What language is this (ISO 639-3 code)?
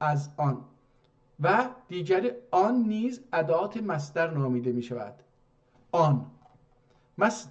azb